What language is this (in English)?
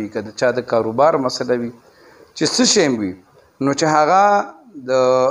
Pashto